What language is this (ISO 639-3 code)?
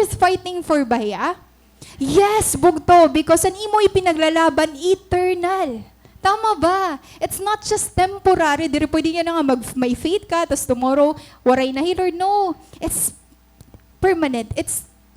war